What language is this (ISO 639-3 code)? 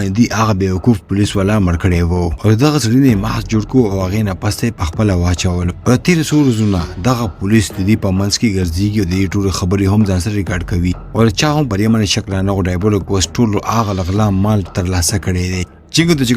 pus